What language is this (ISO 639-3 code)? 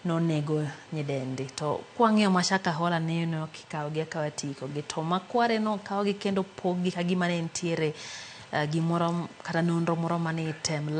luo